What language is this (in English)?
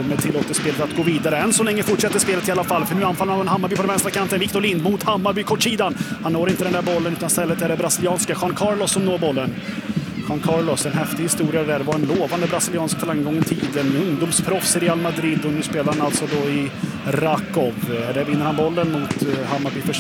Swedish